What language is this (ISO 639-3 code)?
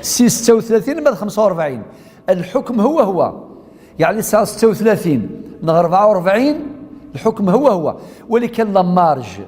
kab